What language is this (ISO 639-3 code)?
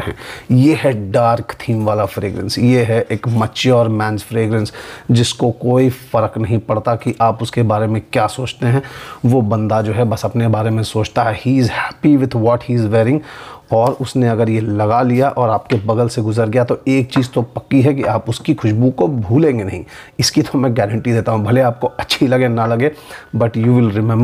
hin